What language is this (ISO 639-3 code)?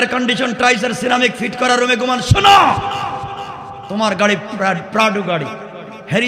ben